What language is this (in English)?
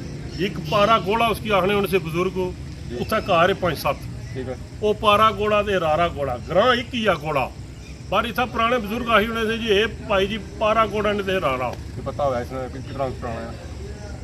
Pahari-Potwari